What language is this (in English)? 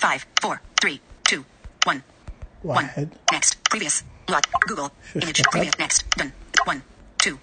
Najdi Arabic